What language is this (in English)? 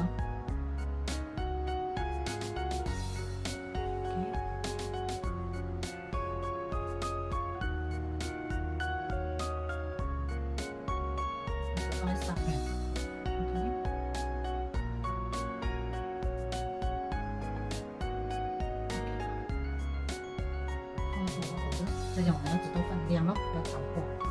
Chinese